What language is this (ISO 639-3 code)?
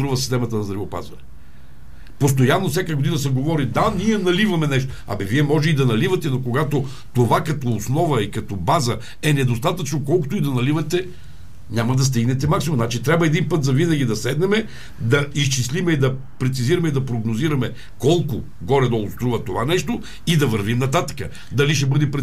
bul